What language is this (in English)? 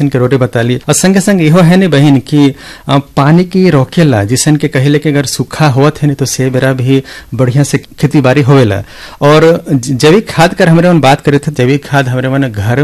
Bhojpuri